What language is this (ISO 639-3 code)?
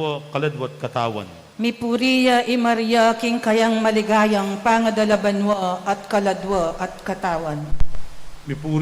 pam